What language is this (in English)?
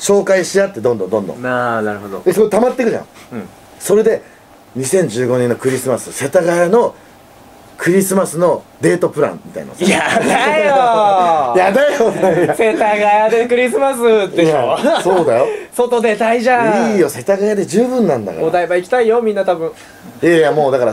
Japanese